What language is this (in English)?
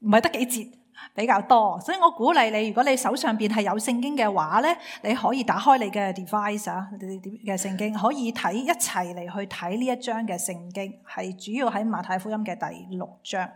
Cantonese